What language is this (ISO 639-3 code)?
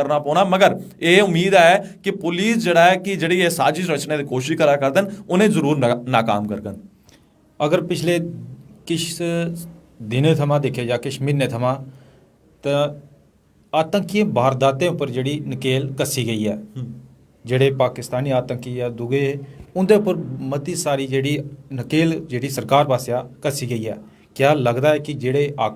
doi